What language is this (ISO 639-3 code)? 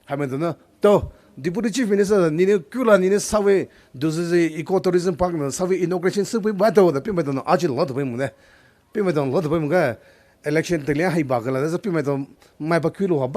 pmx